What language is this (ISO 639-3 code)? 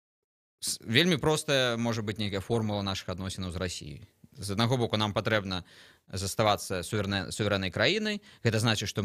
bel